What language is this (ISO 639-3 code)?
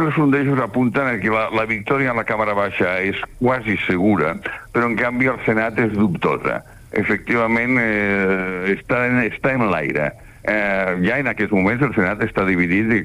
cat